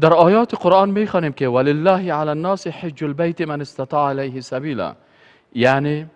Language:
Persian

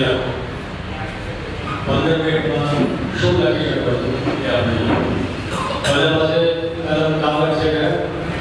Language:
Gujarati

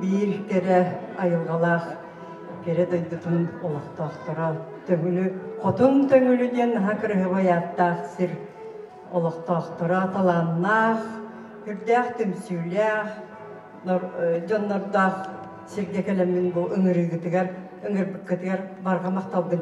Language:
Yakut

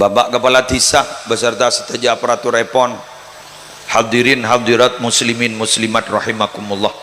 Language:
Madurese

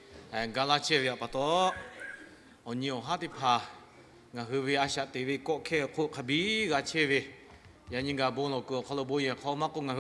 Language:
Lahu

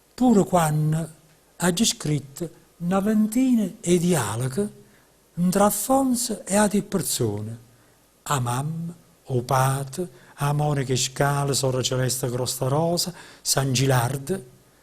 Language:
Neapolitan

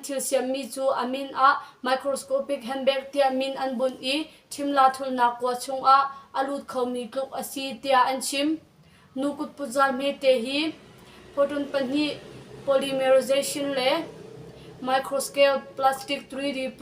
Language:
Hakha Chin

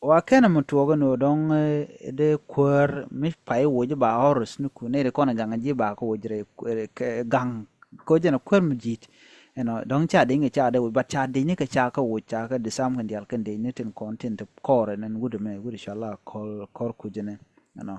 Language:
Nuer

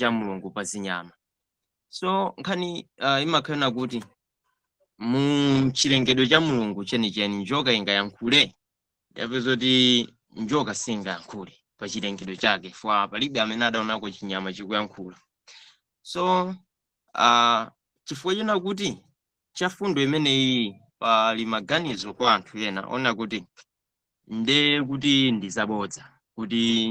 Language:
Nyanja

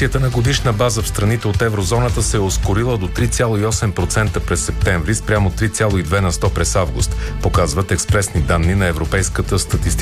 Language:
Bulgarian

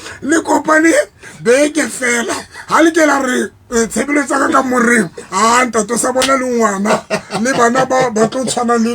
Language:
Southern Sotho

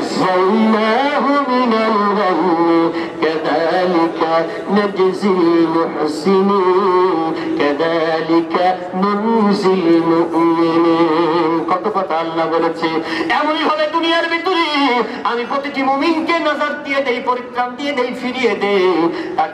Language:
Bangla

